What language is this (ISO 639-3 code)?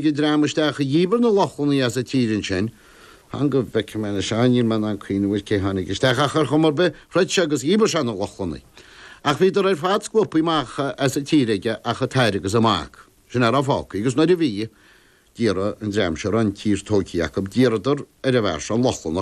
gle